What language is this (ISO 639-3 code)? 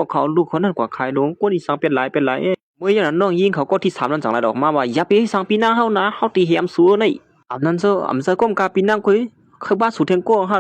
shn